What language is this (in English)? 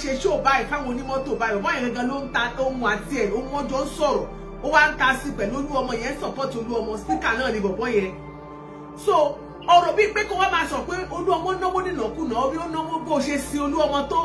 Yoruba